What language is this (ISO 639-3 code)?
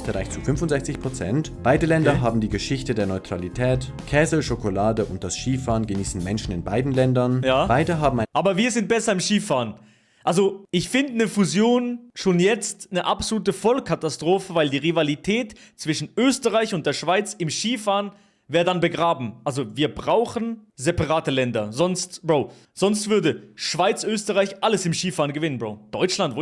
gsw